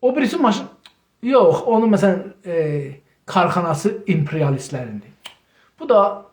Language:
South Azerbaijani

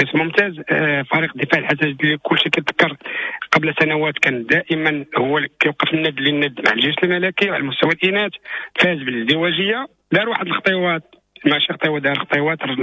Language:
Moroccan Arabic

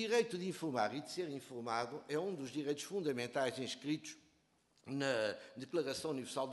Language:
Portuguese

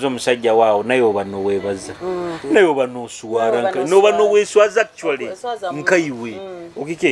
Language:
Nyoro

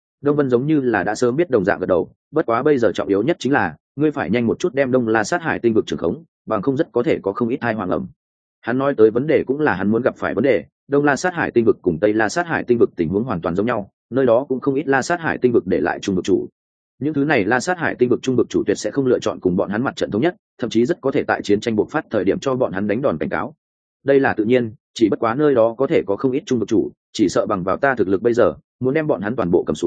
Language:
Vietnamese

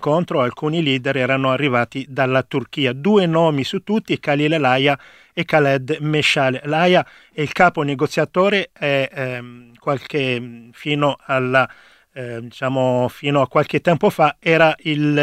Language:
Italian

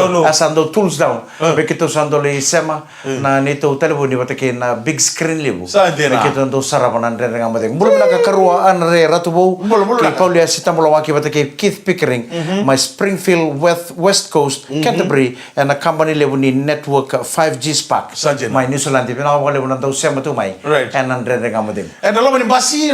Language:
Fijian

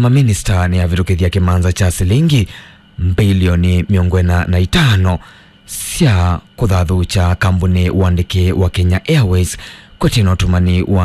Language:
Kamba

